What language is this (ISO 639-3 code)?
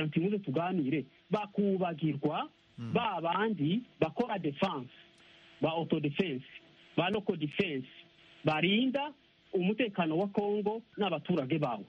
kin